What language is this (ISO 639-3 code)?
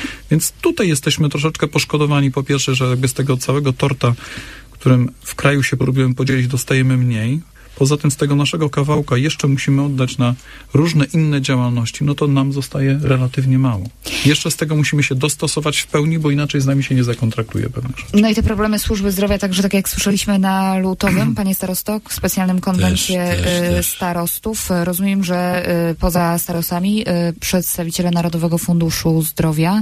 pol